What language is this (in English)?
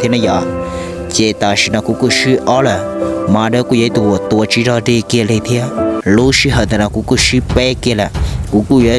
Hmong